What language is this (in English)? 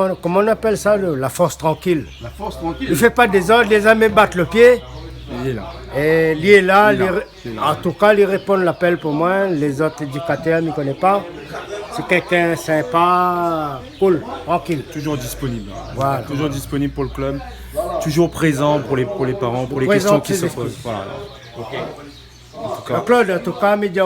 Réunion Creole French